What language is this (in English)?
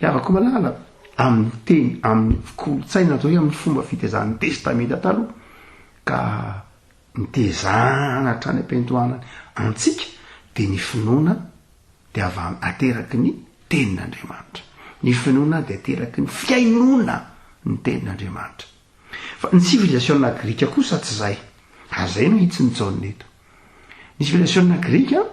Malagasy